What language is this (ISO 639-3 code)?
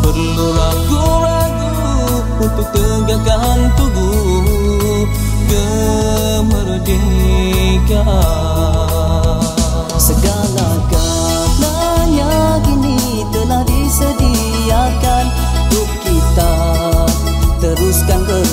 msa